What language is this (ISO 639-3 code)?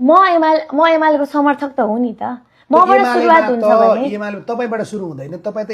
nep